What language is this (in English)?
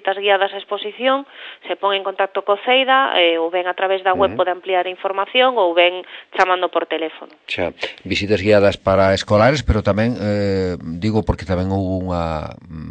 Galician